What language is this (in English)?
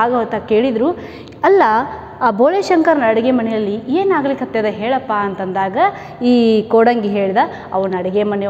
Kannada